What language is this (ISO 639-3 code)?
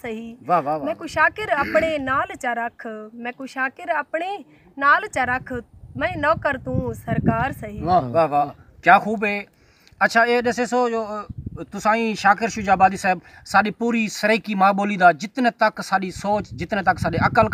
skr